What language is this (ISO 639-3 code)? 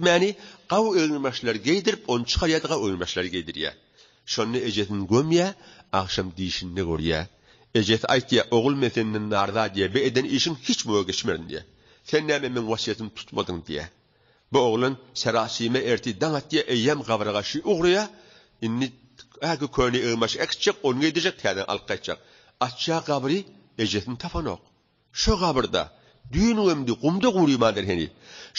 tuk